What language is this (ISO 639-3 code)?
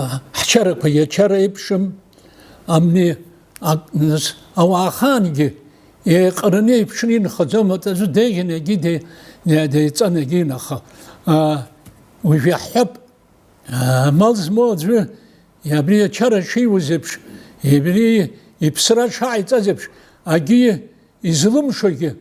abk